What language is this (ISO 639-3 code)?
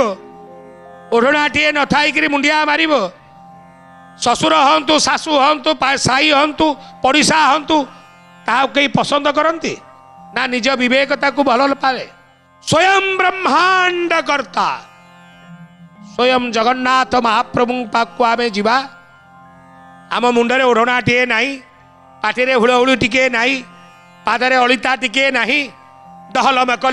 ori